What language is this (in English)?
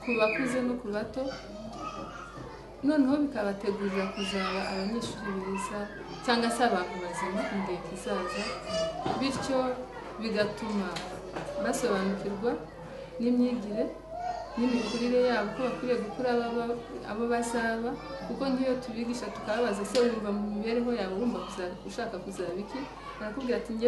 Kinyarwanda